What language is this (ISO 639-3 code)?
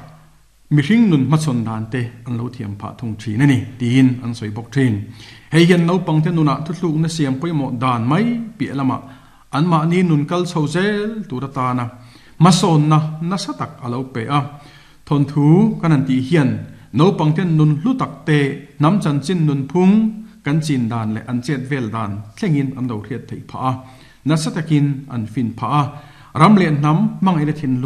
lus